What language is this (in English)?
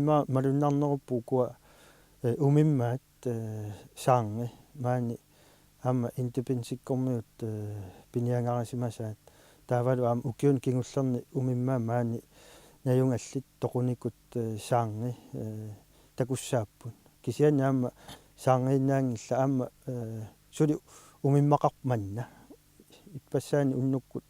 Kalaallisut